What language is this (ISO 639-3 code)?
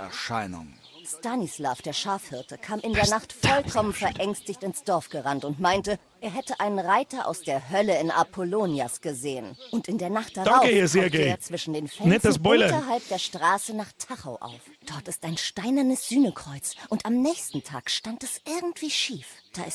bar